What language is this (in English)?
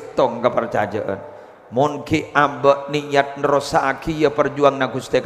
Madurese